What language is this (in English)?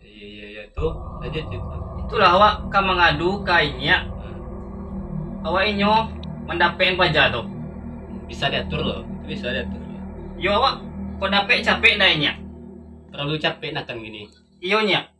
Minangkabau